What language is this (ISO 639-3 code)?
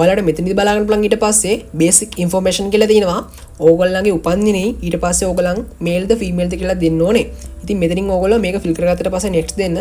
sin